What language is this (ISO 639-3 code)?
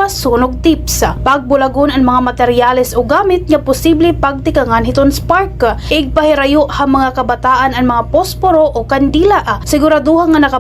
war